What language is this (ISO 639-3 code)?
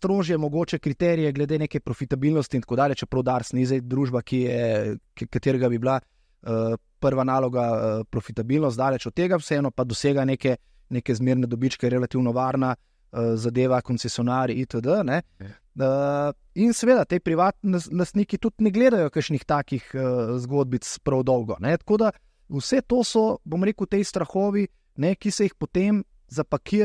slv